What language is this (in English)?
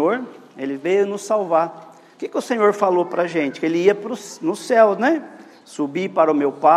Portuguese